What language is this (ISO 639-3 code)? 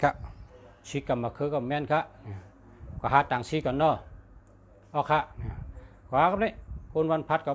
shn